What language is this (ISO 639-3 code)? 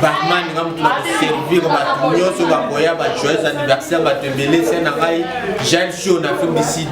lin